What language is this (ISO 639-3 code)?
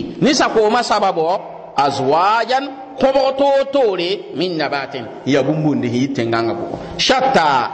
mos